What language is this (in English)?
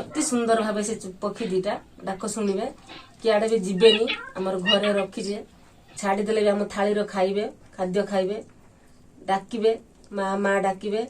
Odia